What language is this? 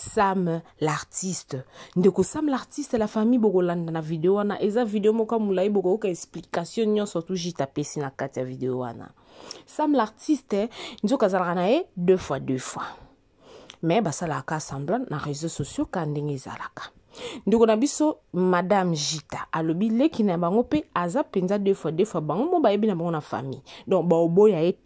Lingala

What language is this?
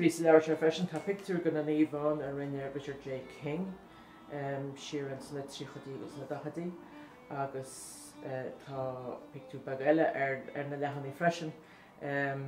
Irish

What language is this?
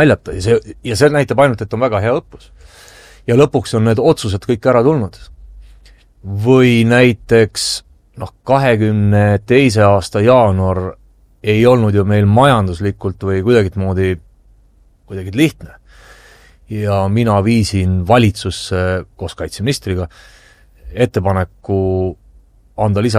Estonian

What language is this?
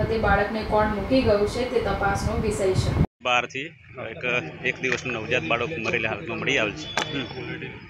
Gujarati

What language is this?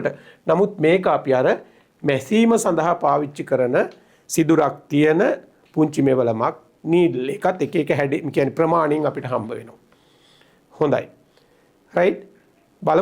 Sinhala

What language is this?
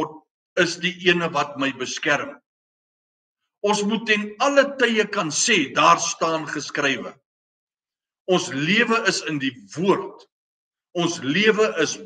Afrikaans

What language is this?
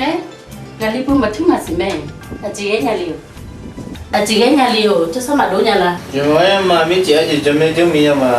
Akha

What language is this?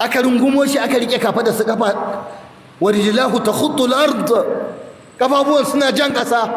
Hausa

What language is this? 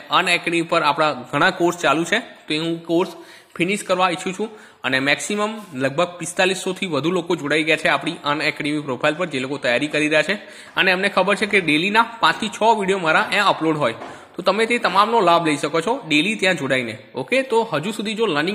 Gujarati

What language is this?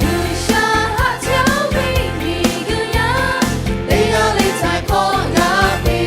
Lahu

